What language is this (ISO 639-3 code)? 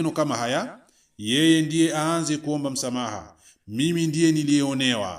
swa